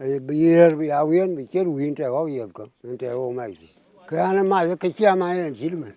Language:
Dinka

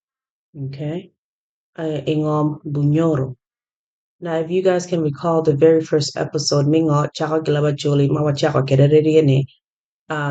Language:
Acoli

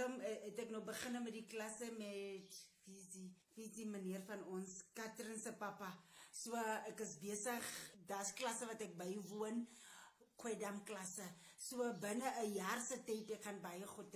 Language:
Afrikaans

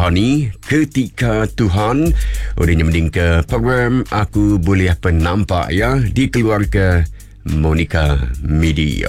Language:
Iban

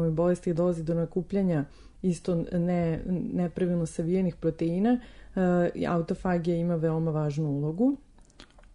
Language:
Serbian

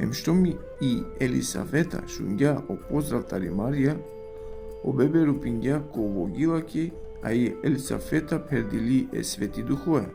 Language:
Balkan Romani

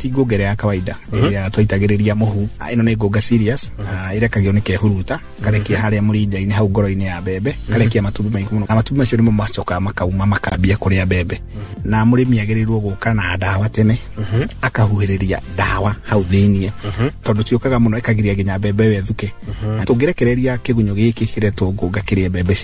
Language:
Kikuyu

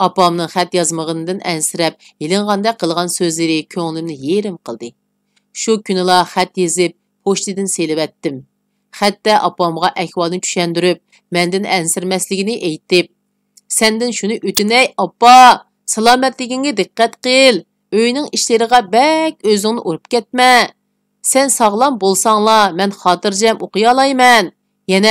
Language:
Uyghur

